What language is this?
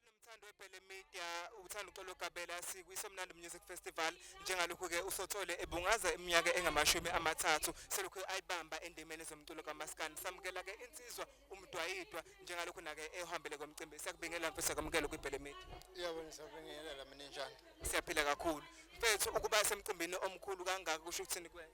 Zulu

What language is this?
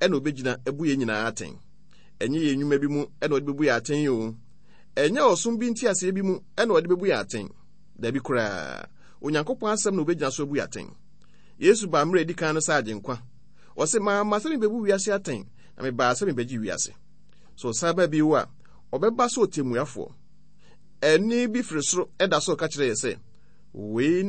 Akan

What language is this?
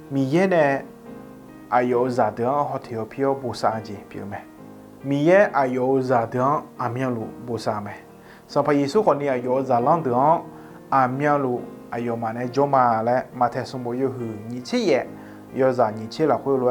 Akha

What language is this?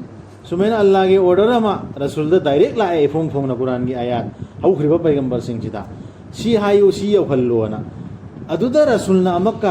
Manipuri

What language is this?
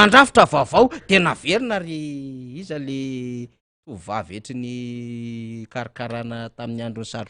Malagasy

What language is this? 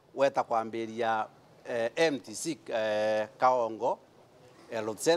Meru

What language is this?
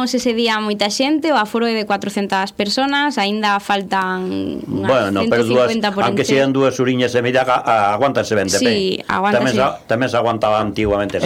Galician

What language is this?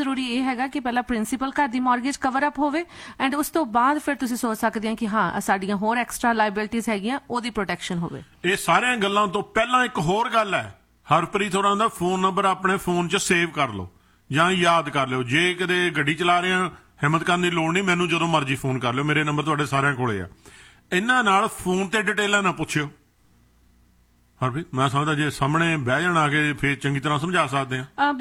Punjabi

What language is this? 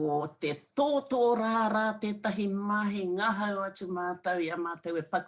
Māori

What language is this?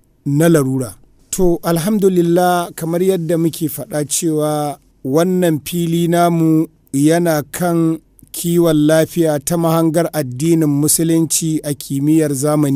Hausa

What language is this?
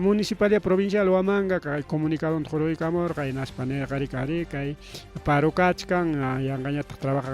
Ayacucho Quechua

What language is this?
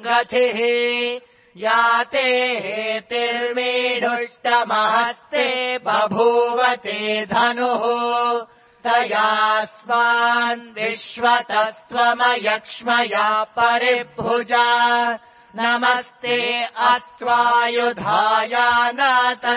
Sanskrit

